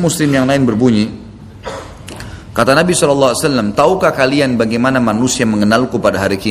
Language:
Indonesian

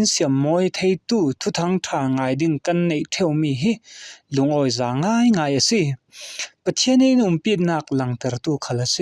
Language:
Falam Chin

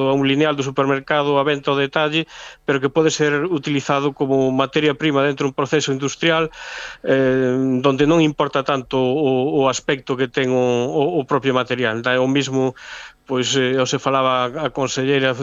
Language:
Galician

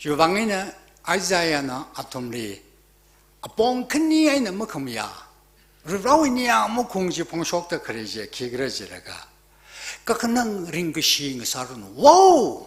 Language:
Tangkhul Naga (India)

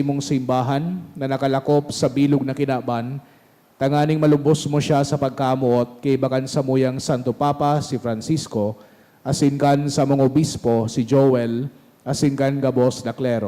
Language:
Bikol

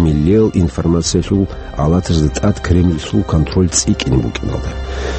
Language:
Avaric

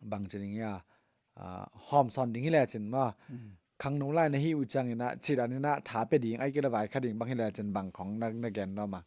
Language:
Tedim Chin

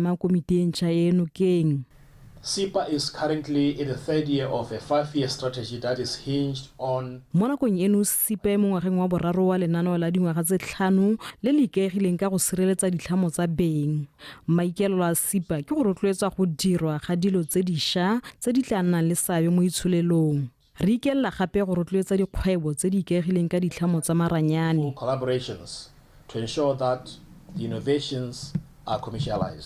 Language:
Tswana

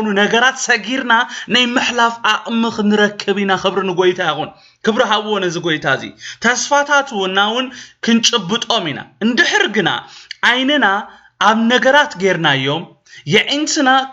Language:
Tigrinya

